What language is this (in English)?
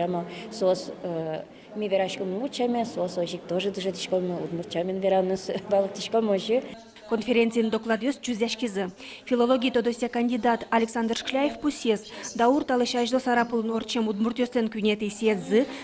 Udmurt